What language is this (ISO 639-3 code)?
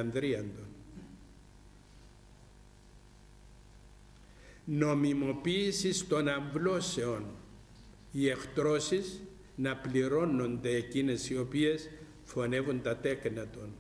ell